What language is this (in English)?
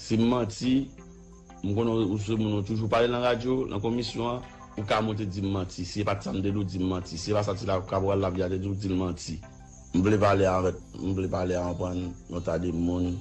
Haitian Creole